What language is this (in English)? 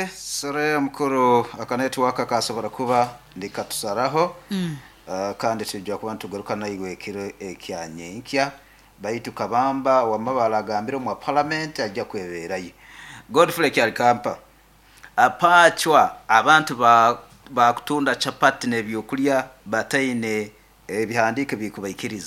Nyoro